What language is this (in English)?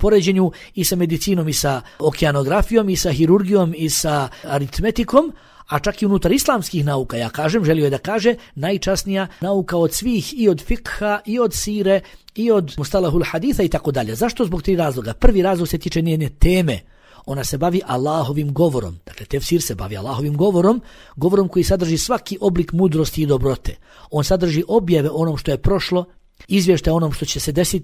Bosnian